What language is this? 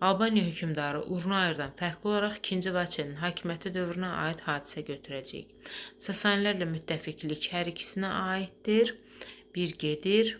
Azerbaijani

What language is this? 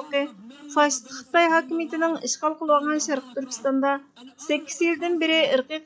Uyghur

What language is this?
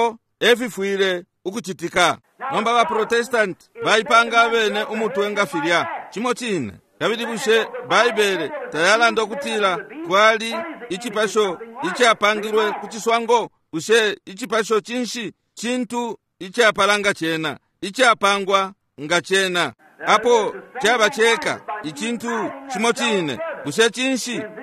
Bemba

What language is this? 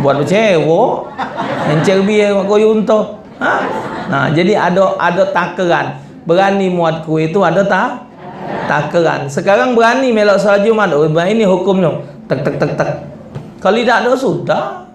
Musi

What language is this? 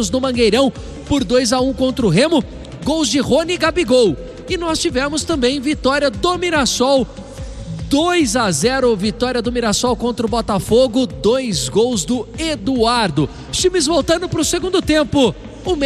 Portuguese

